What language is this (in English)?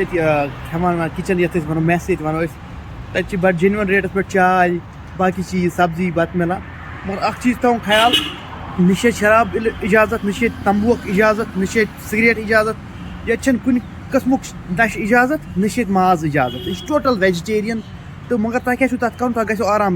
Kashmiri